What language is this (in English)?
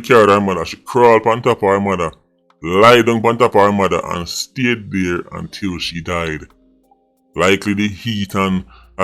Jamaican Creole English